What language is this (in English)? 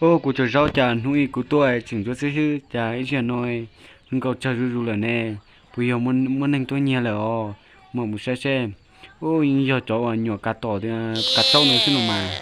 Hmong